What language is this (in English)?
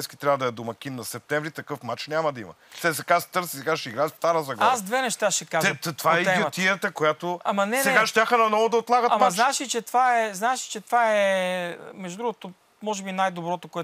Bulgarian